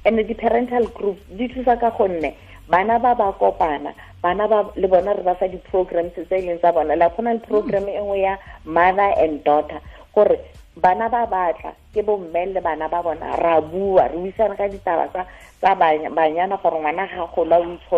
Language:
Tswana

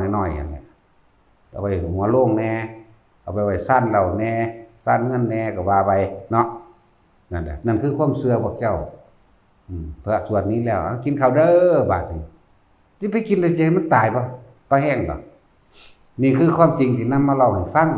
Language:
Northeastern Thai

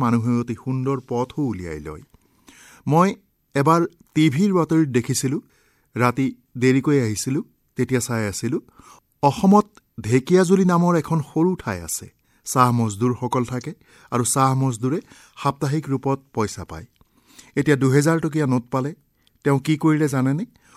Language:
Assamese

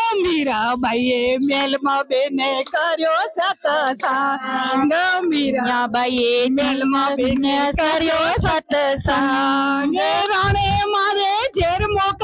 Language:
Gujarati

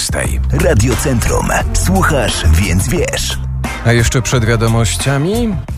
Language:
Polish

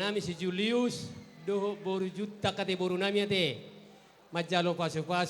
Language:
Batak Toba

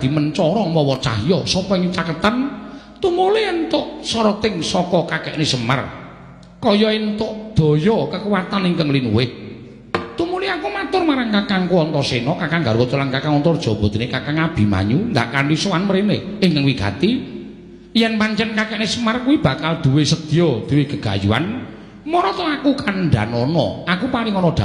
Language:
Javanese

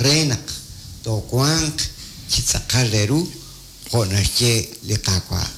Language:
Kekchí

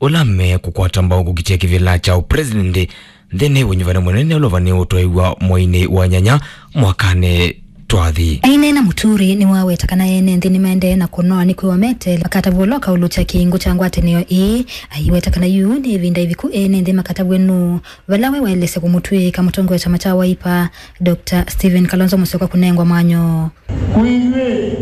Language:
Kamba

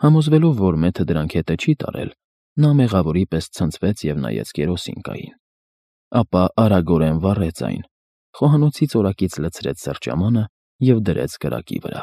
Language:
Armenian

